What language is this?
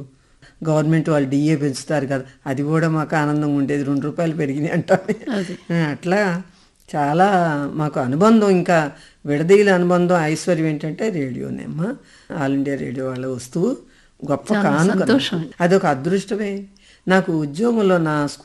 Telugu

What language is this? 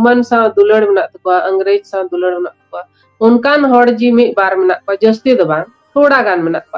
Santali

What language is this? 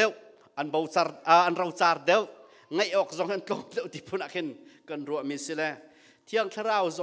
Hakha Chin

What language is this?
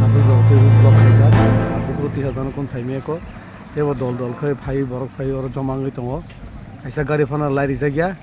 Kok Borok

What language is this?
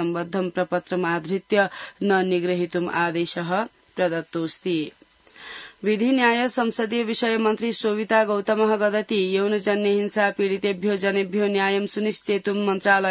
Sanskrit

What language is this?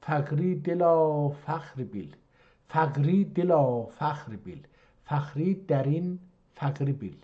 South Azerbaijani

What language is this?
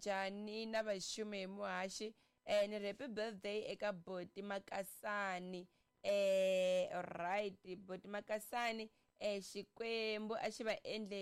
Tsonga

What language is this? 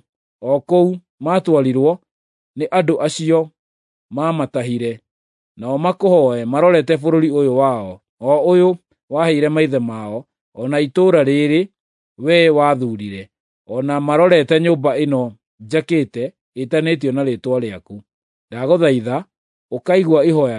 Kikuyu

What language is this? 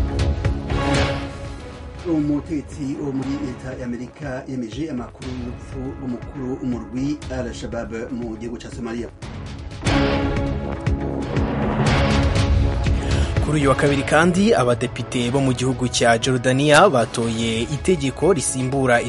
Kinyarwanda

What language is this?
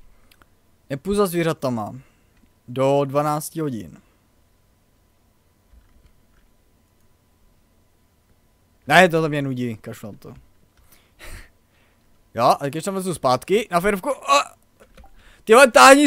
Czech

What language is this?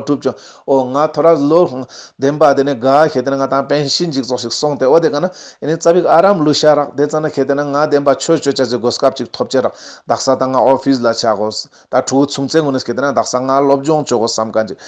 Ladakhi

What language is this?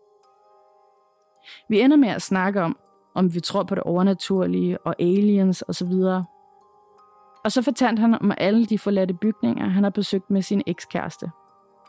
Danish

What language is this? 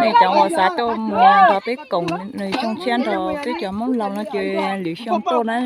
Hmong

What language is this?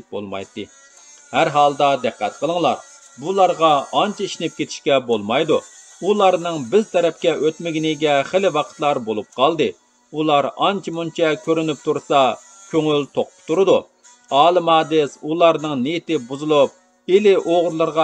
Uyghur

